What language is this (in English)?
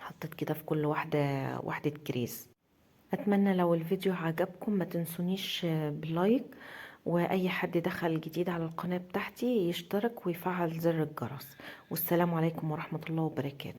Egyptian Arabic